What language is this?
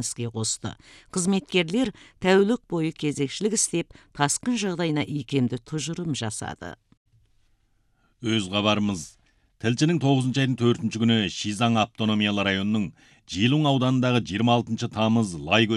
Kazakh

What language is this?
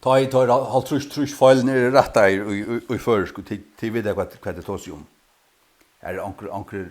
Faroese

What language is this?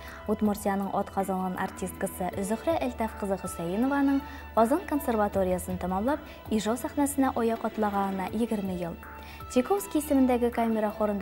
Tatar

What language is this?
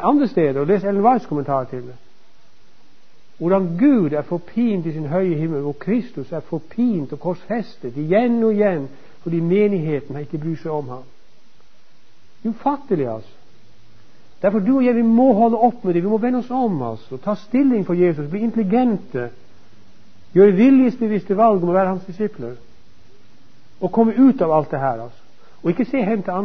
Norwegian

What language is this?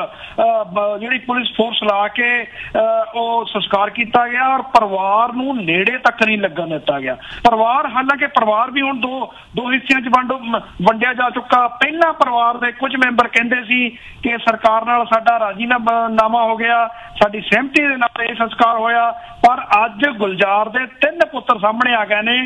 Punjabi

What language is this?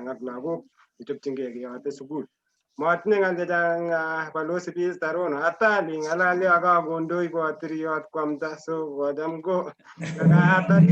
Kalenjin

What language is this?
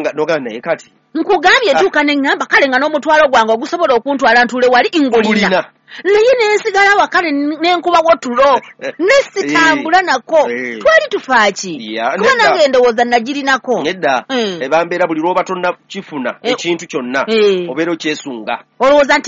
Ganda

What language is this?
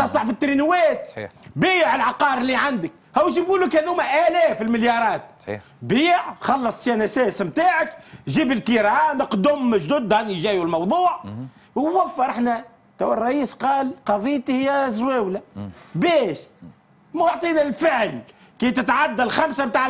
Tunisian Arabic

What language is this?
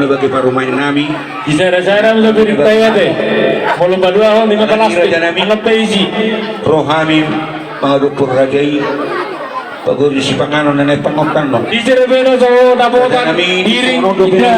Batak Toba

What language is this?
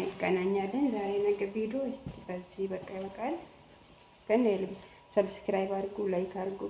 Amharic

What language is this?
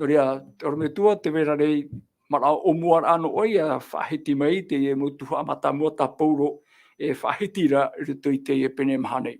Tahitian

